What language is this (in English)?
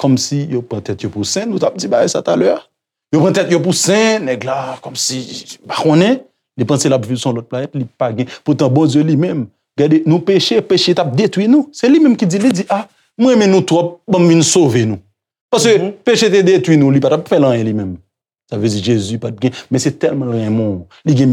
Haitian Creole